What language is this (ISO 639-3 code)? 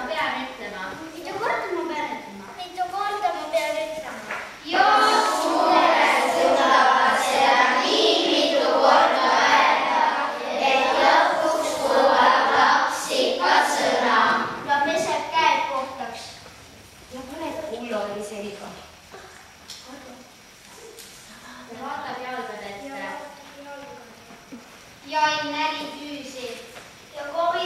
est